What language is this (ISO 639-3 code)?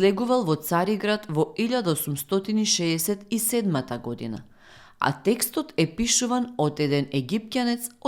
mkd